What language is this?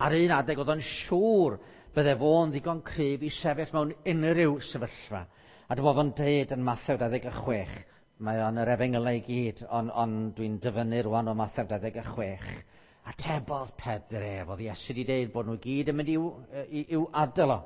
Welsh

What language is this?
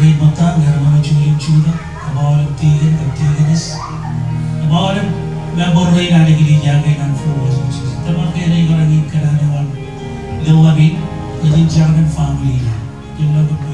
Marshallese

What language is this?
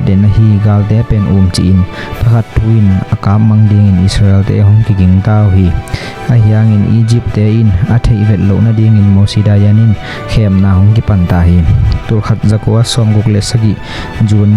Tedim Chin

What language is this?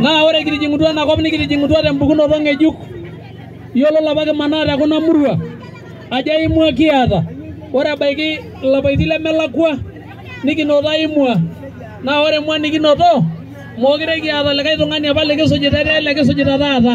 Masai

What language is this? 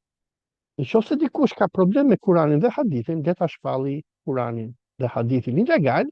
Albanian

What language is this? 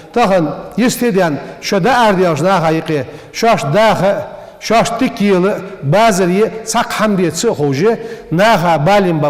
Ingush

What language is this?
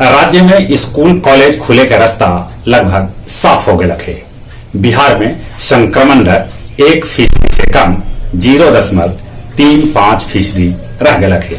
Magahi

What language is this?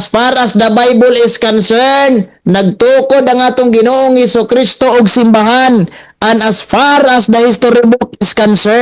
Cebuano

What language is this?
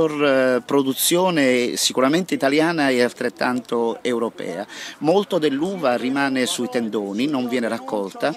Italian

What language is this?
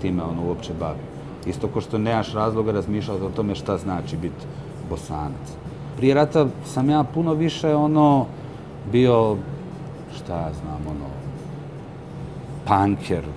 Bosnian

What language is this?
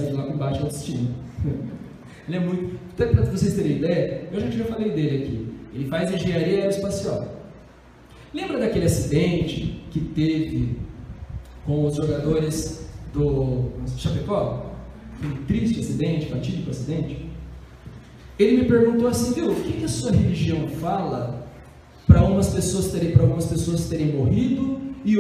Portuguese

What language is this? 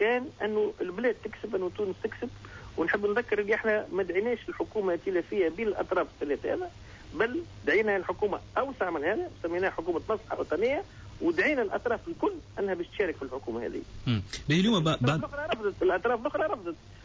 Tunisian Arabic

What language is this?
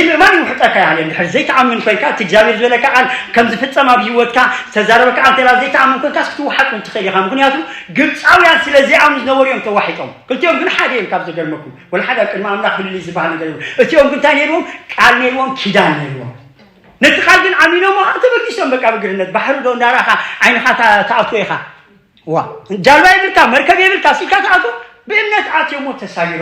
Tigrinya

